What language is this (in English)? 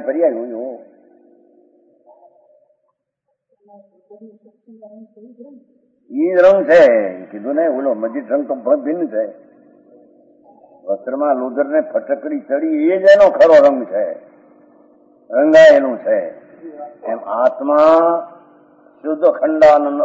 Gujarati